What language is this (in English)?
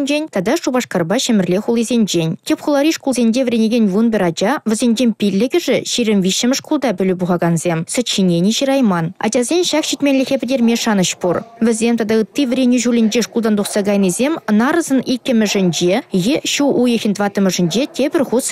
Chuvash